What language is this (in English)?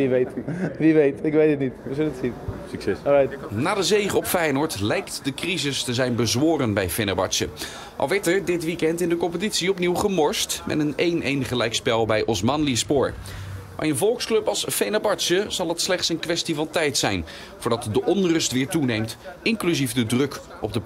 Dutch